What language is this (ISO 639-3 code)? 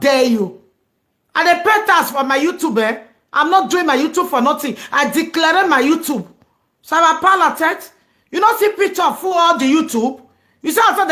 pcm